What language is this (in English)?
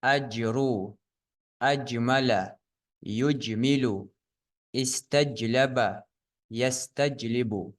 Ingush